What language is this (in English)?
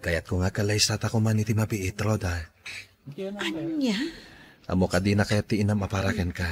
Iloko